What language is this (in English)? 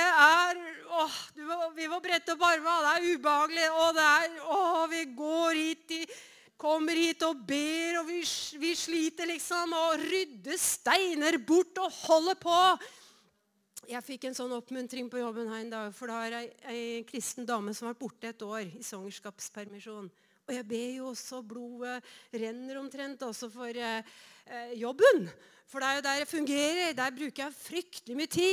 Norwegian